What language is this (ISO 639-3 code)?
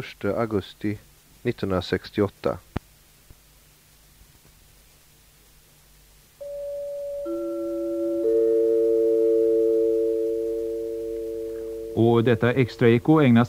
swe